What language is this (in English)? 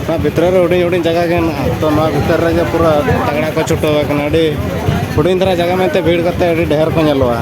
Santali